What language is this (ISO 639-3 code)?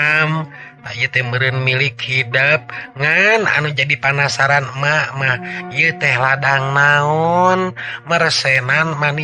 sun